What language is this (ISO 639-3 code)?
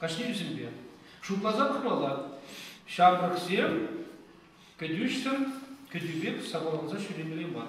chv